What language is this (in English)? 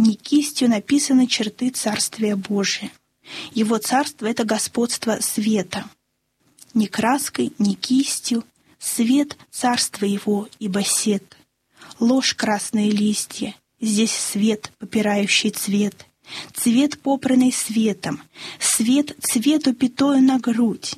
Russian